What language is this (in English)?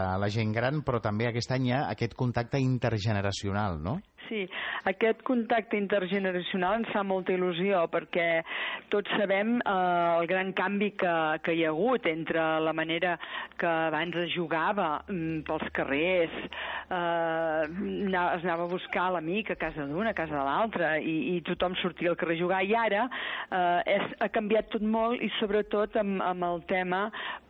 Catalan